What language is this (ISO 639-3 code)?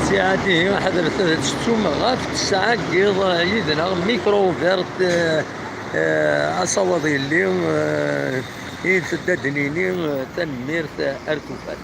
kab